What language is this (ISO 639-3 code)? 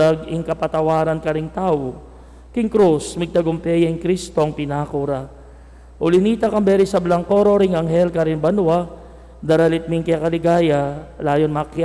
pam